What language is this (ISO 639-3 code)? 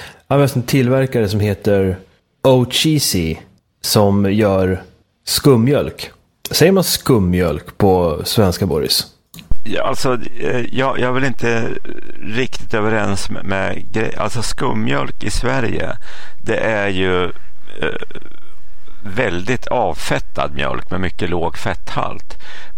swe